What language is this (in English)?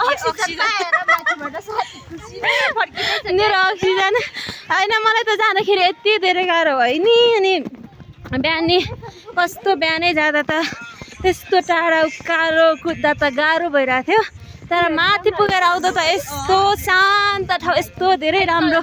Nepali